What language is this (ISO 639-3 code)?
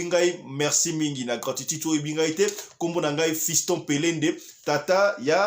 lin